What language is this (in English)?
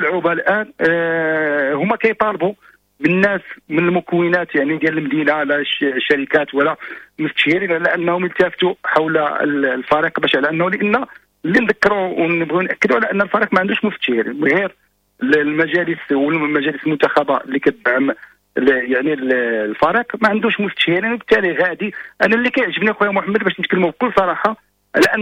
Moroccan Arabic